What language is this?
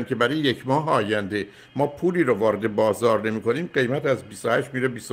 Persian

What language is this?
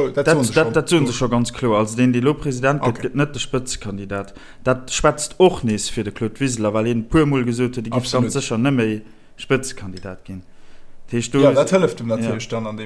Luxembourgish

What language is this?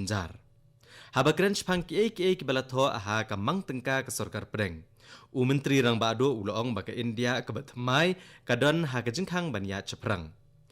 Khasi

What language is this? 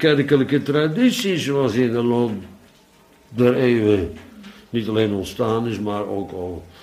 Dutch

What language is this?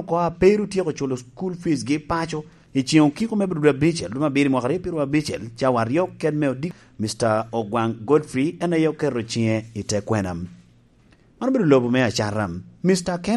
Lango (Uganda)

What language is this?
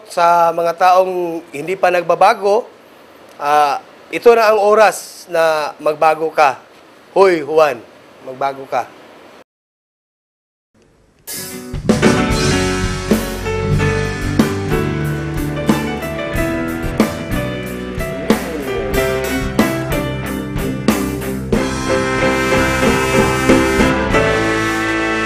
Filipino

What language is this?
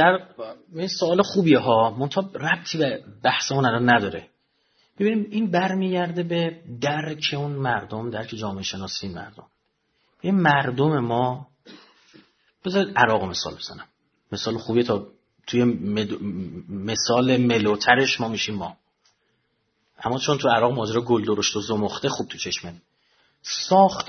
Persian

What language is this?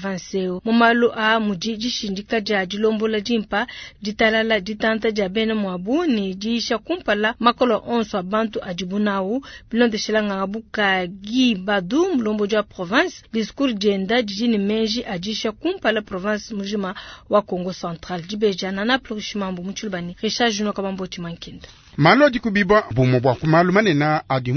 Luba-Lulua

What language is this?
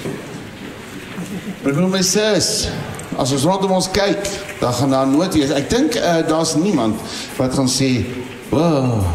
Afrikaans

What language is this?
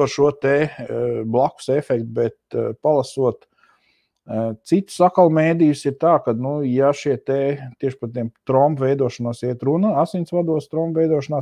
Latvian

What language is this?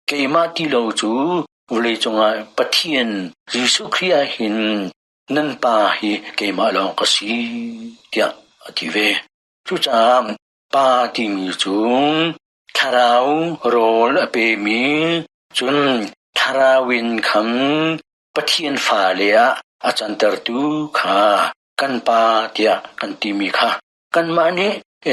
Hakha Chin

